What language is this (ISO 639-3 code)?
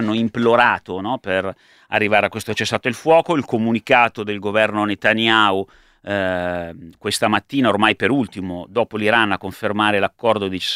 ita